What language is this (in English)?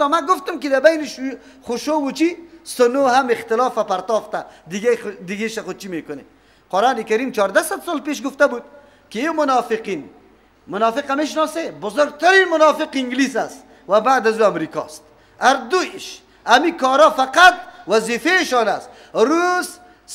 Persian